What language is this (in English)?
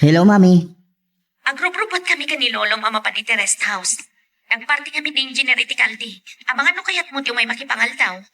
Iloko